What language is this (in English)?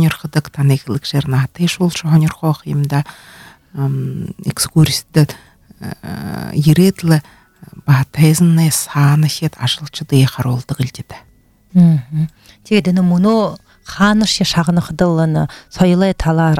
Buriat